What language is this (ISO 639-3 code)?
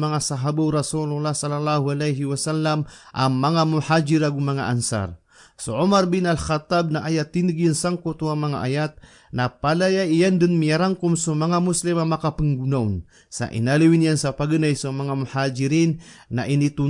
mrw